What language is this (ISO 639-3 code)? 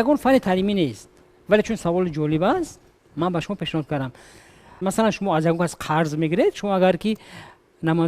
tgk